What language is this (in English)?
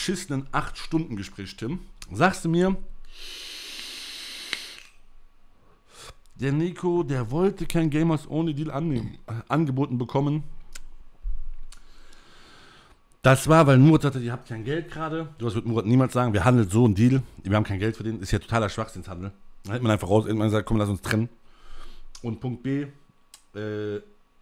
German